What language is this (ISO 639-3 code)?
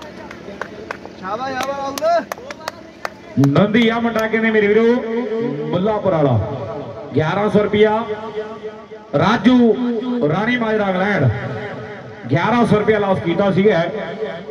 pan